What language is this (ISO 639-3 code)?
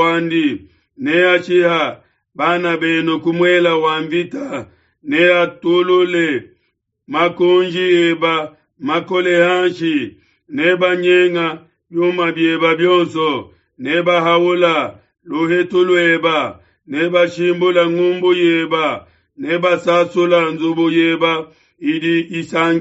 lua